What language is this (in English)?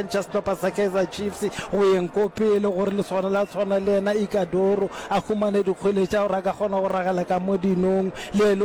Northern Sotho